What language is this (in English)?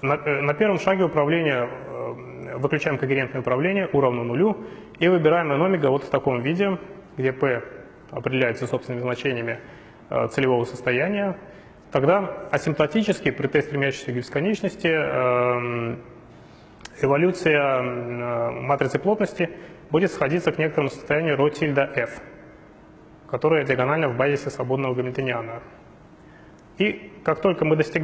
Russian